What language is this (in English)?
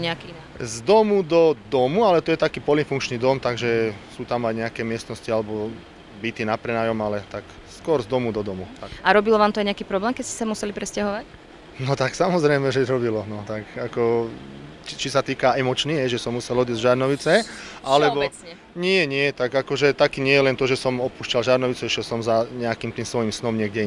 Slovak